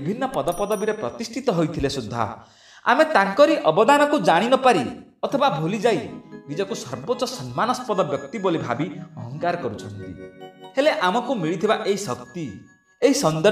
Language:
Odia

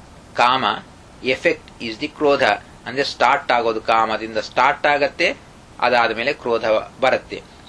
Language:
Kannada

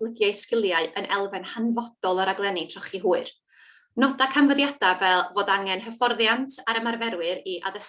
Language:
Welsh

